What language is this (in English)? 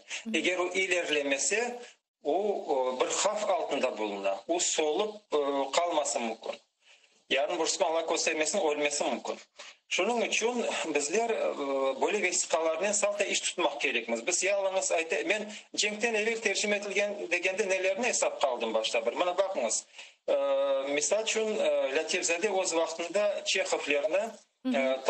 Crimean Tatar